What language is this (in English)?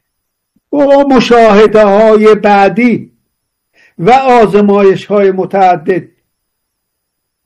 Persian